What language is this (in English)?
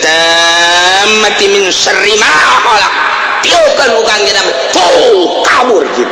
Sundanese